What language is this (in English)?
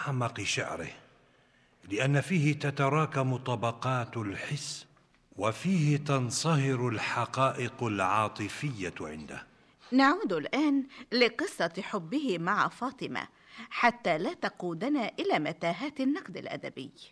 Arabic